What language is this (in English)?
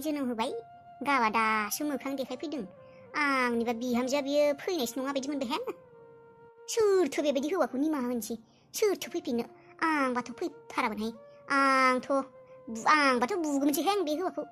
Bodo